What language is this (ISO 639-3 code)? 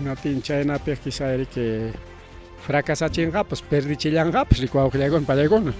quy